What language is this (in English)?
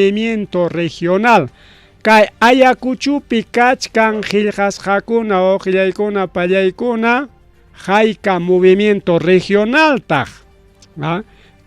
Ayacucho Quechua